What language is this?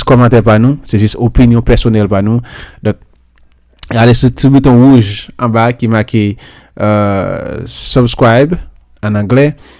Haitian Creole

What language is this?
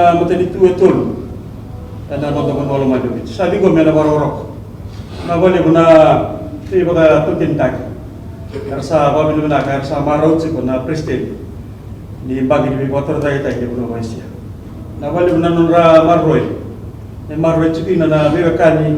Fijian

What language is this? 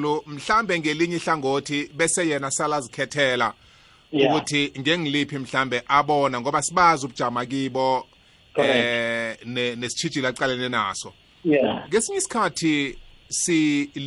South Ndebele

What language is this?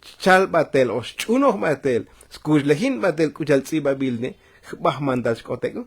Tzotzil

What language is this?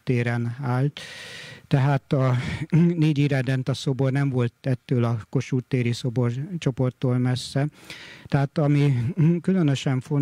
Hungarian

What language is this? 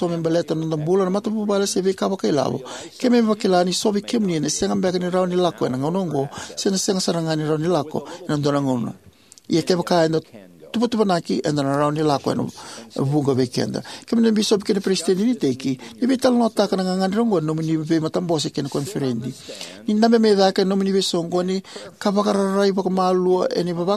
Fijian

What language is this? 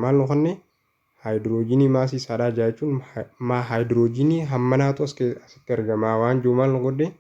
Oromo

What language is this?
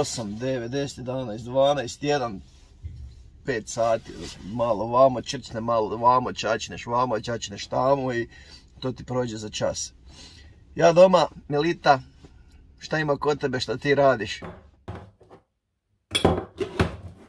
Croatian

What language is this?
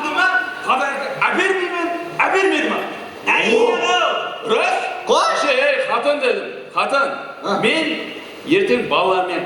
Kara-Kalpak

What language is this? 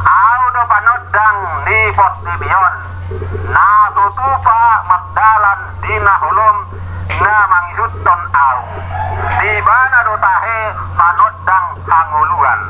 Batak Toba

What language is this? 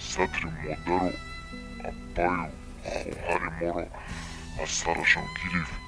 Tajik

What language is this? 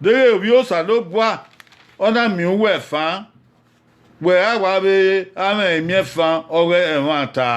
Bini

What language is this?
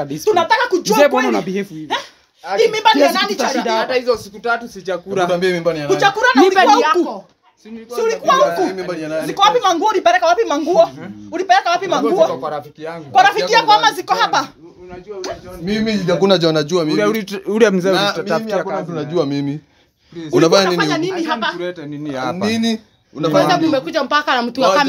Swahili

